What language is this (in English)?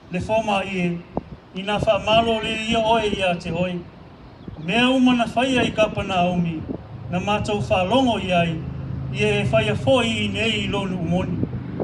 Samoan